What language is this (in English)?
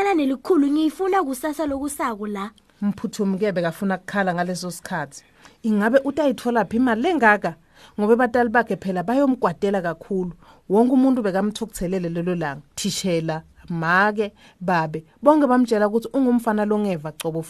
Swati